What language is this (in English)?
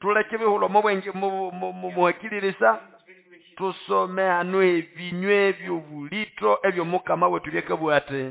Nande